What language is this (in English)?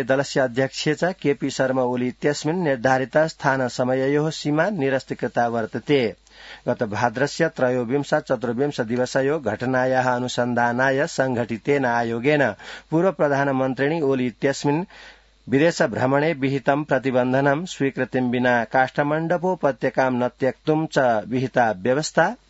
Sanskrit